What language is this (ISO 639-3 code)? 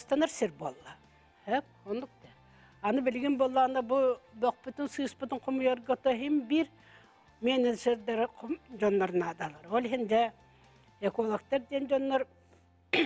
sah